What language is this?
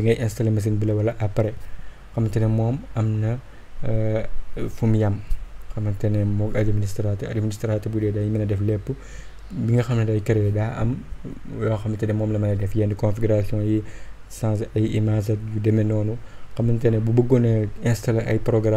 Wolof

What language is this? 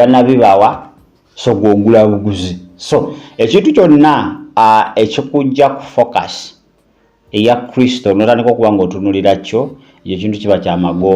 Ganda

